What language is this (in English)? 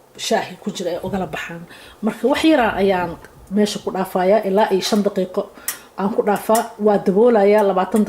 Somali